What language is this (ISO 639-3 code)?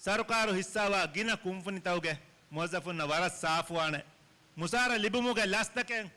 div